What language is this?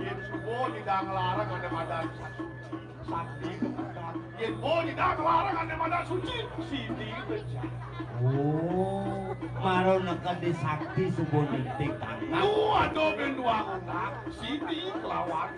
Balinese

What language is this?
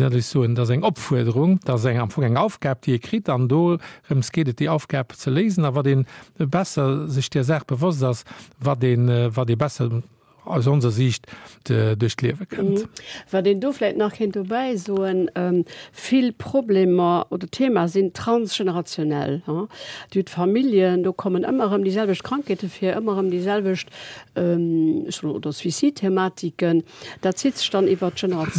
Luxembourgish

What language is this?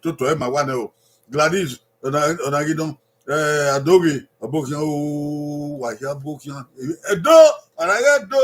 Bini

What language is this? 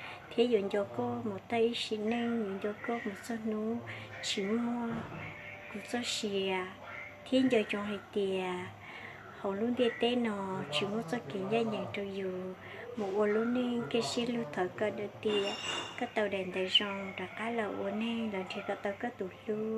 Hmong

